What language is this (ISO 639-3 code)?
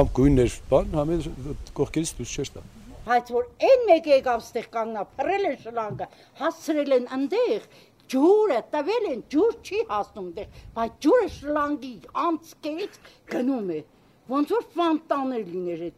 hye